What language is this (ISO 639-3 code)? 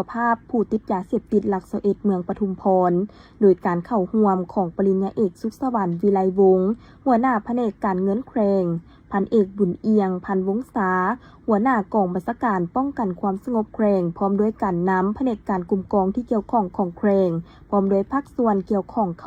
lao